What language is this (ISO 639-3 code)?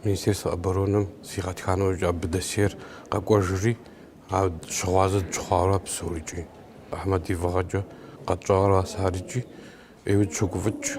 kbd